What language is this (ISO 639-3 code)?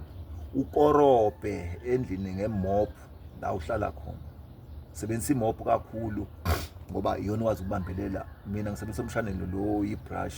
zul